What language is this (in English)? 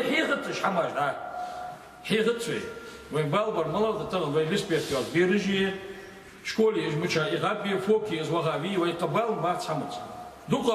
Ingush